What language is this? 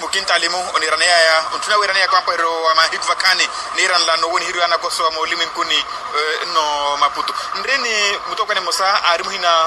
Makhuwa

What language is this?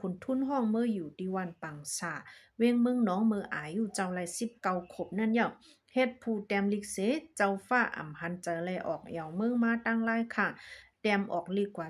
Shan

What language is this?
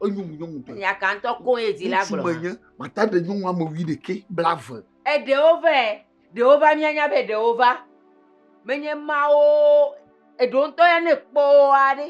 Ewe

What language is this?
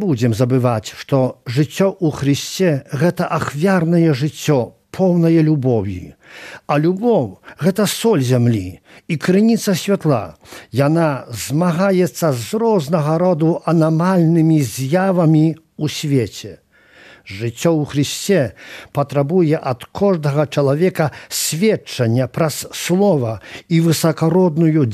Belarusian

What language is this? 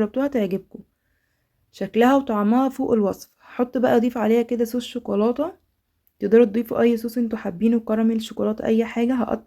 Egyptian Arabic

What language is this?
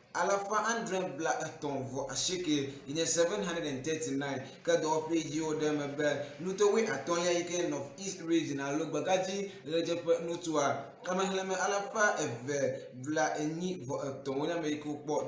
Ewe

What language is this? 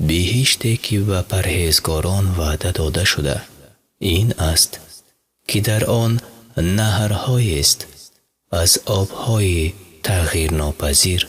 Persian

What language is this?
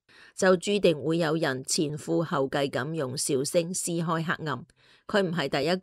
Cantonese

